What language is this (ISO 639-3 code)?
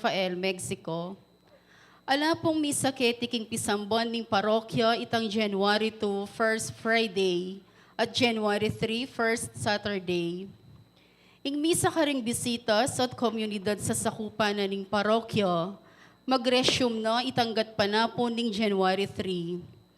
pam